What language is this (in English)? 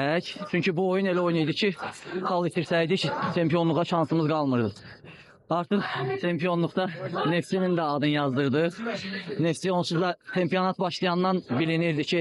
Azerbaijani